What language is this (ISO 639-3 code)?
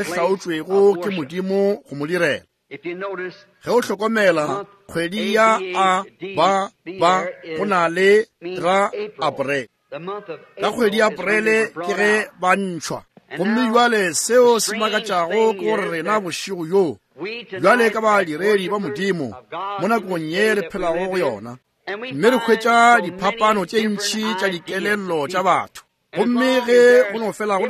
nso